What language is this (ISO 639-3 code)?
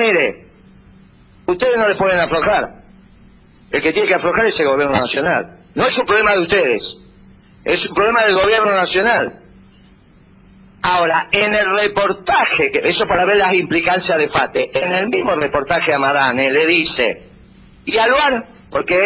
spa